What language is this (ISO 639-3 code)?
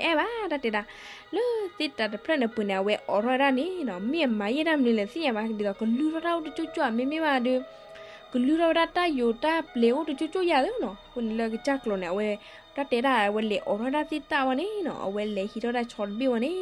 ksw